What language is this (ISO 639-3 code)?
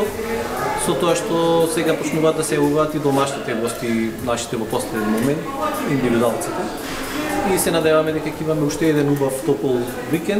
mkd